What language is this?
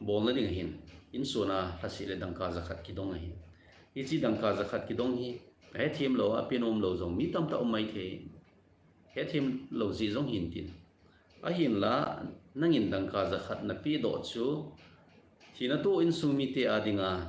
Thado Chin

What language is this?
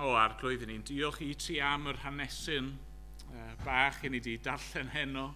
Welsh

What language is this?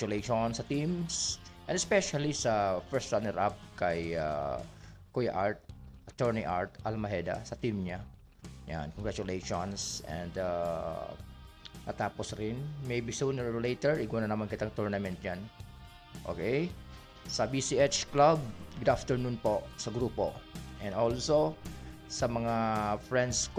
Bikol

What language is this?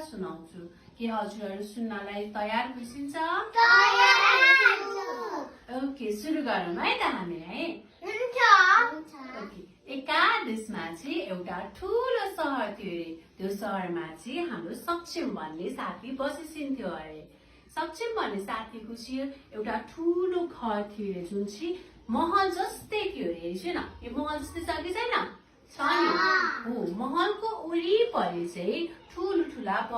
Nepali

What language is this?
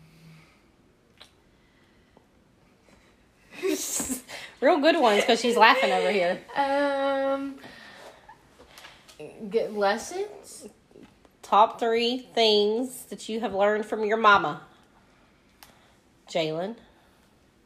English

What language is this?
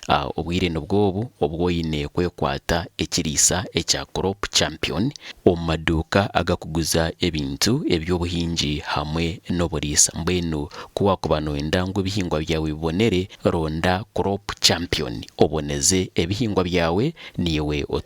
Nyankole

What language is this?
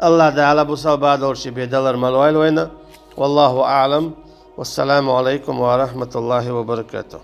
Chechen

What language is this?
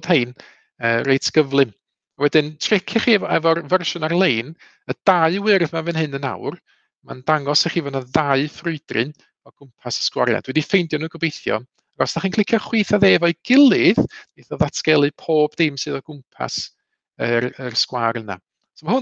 Welsh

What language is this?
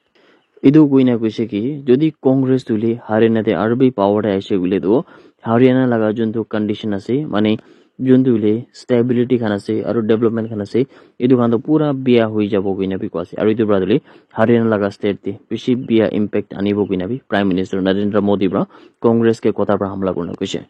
Naga Pidgin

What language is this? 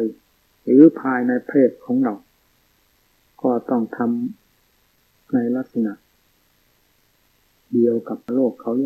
Thai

